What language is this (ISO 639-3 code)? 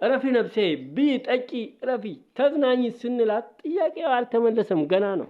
amh